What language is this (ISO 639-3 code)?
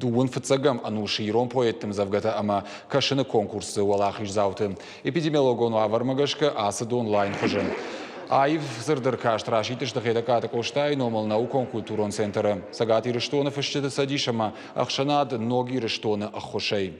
oss